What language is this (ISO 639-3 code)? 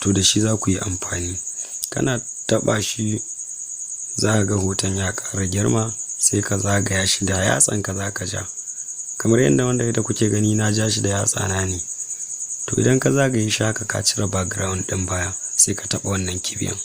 hau